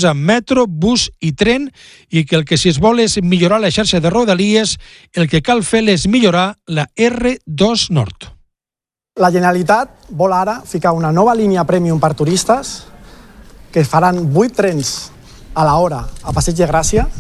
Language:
Catalan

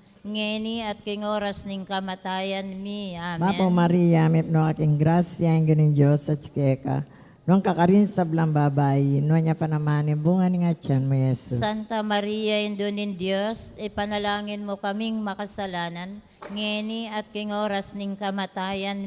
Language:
Pampanga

